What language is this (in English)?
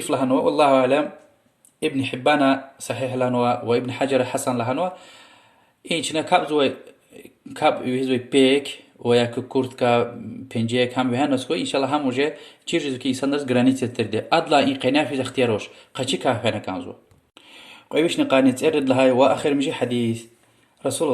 Lezghian